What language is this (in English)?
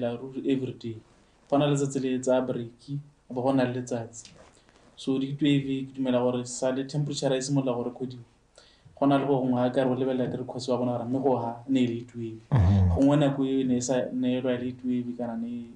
Tswana